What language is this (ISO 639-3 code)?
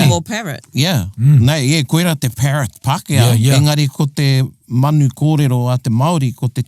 mri